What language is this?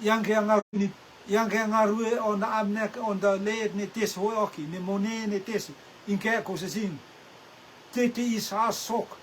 Rotuman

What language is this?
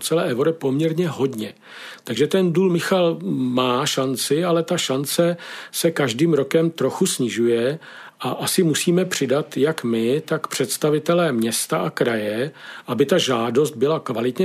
Czech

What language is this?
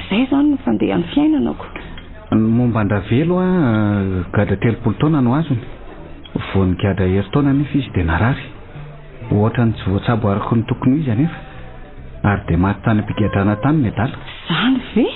Malagasy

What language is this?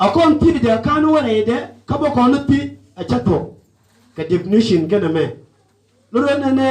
Nuer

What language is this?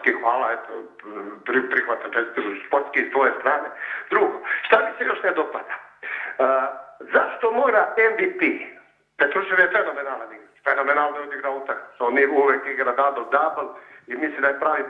Serbian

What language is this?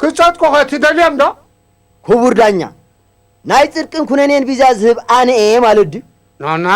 Tigrinya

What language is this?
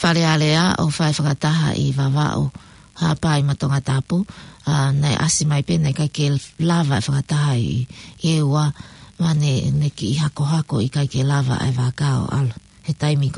Tongan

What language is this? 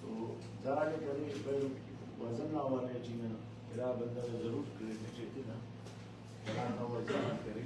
Brahui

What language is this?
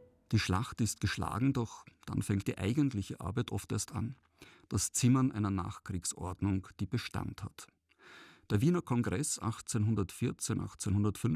German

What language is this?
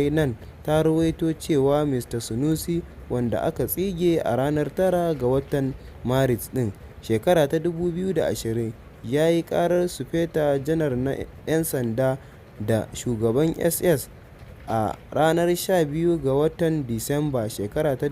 Hausa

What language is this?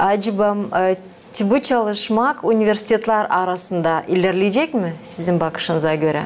Gagauz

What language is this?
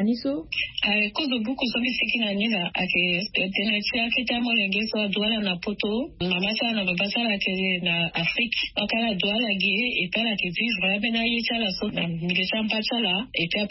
Sango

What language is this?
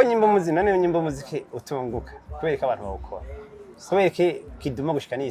Rundi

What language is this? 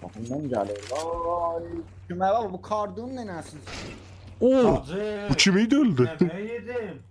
South Azerbaijani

